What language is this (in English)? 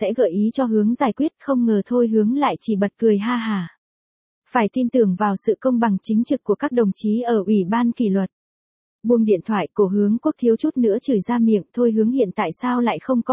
Vietnamese